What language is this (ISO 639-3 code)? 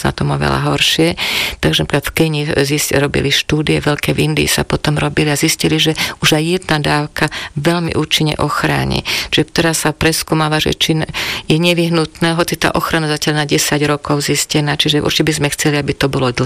slk